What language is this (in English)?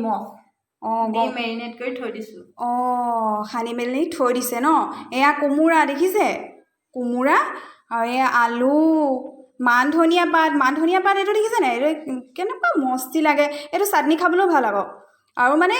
Assamese